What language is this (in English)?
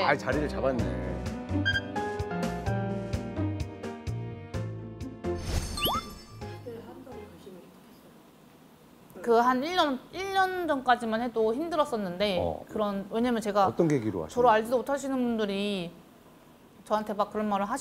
Korean